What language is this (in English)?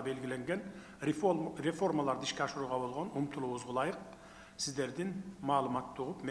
Kyrgyz